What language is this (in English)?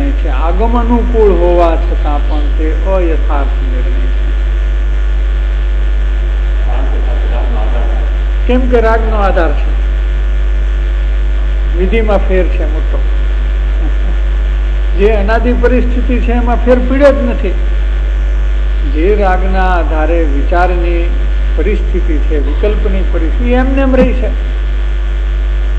Gujarati